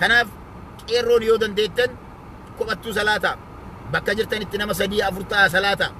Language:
Oromo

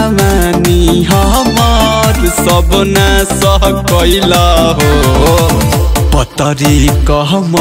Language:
Bhojpuri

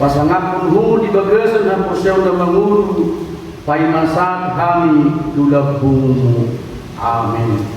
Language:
Batak Toba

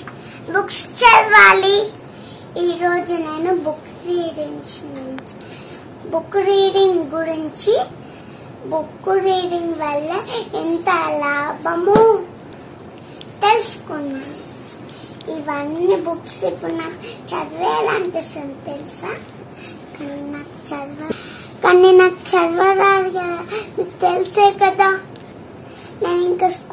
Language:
Telugu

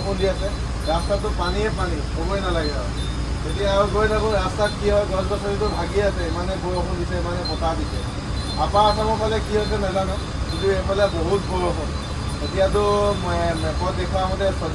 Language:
Assamese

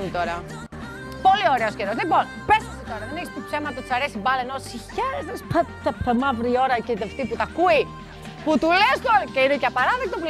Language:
Greek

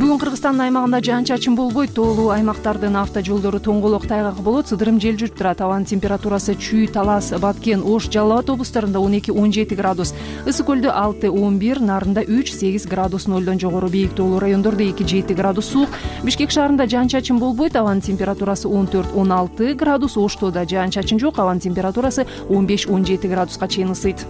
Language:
Kyrgyz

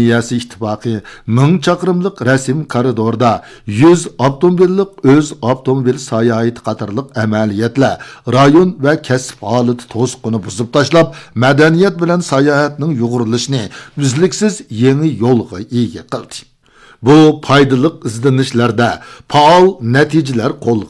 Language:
Uyghur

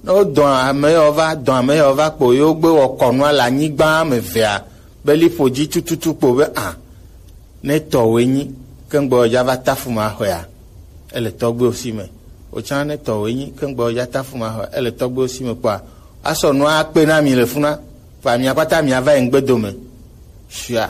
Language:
Gen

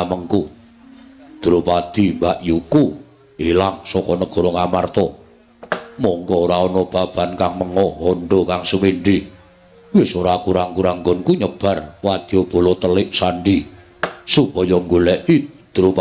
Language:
Javanese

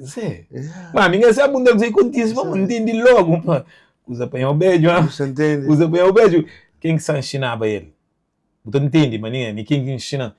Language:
Kabuverdianu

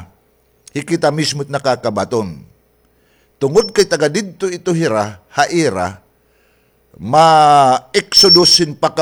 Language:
Waray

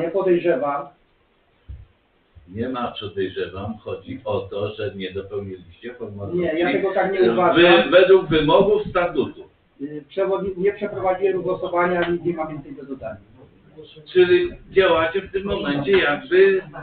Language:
Polish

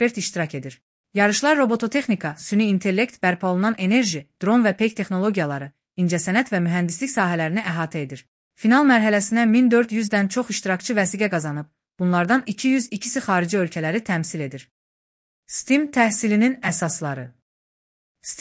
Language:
Azerbaijani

